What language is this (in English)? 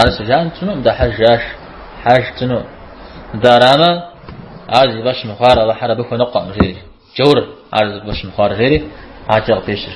Kabardian